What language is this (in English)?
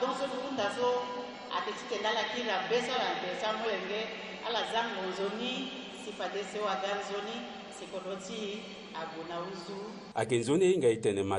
Sango